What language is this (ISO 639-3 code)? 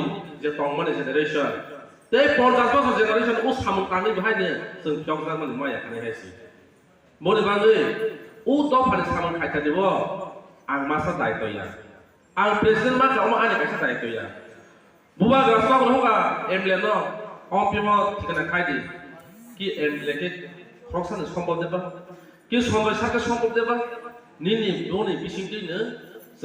trp